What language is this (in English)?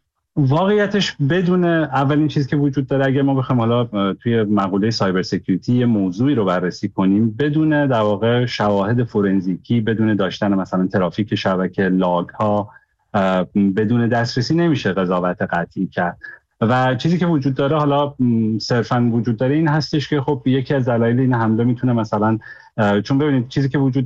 Persian